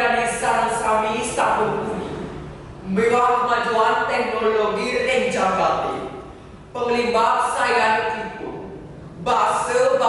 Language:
Balinese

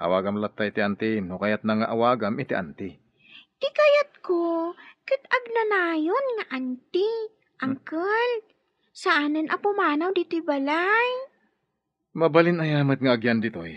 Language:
Iloko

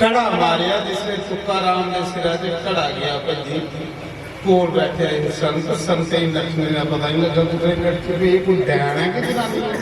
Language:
Dogri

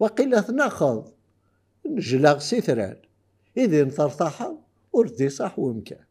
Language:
Kabyle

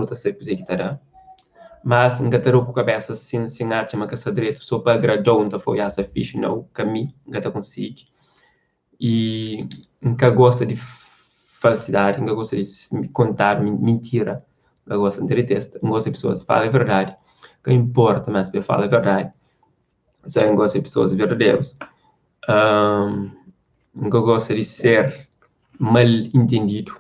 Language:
Kabuverdianu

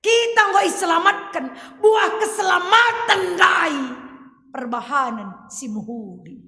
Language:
Batak Karo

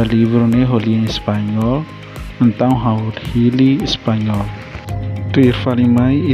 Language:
Tetum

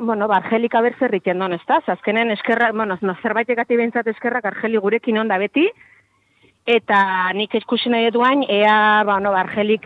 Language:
Basque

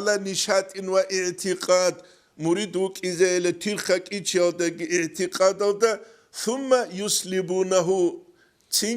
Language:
Avaric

